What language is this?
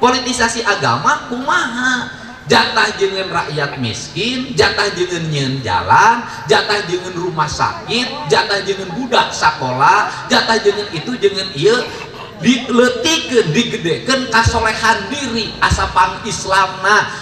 Sundanese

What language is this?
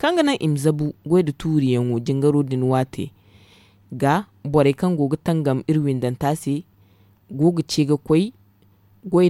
Zarma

